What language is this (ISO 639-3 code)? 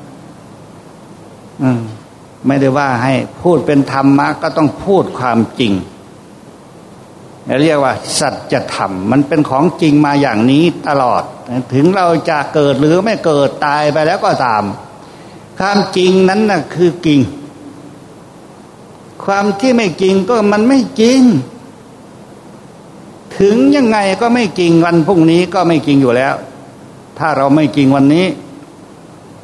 tha